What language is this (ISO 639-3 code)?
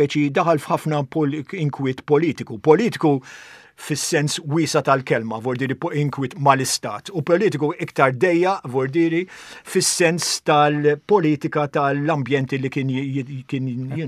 mlt